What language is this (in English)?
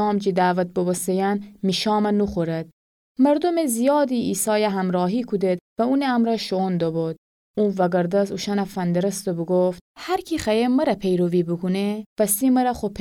Gilaki